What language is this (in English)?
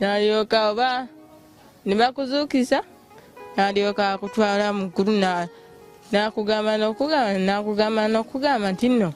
Ganda